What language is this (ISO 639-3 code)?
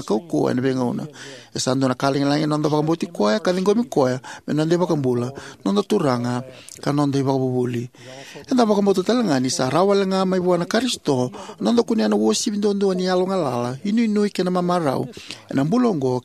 fij